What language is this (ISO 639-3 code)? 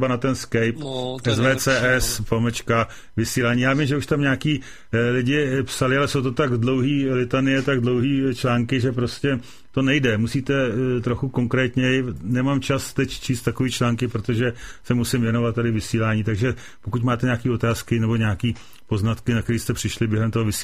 ces